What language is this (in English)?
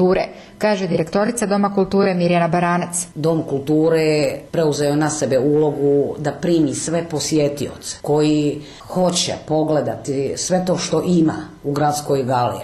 Bosnian